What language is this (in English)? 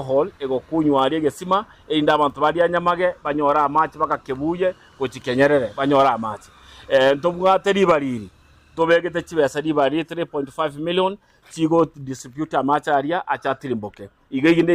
Gusii